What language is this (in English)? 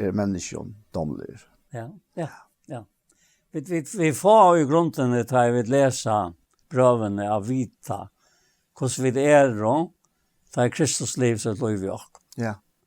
Faroese